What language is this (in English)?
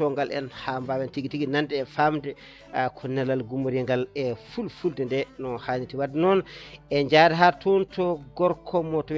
Fula